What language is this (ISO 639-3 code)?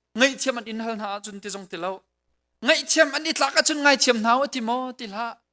cnh